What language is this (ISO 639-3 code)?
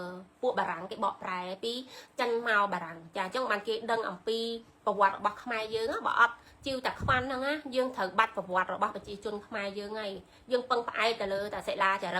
khm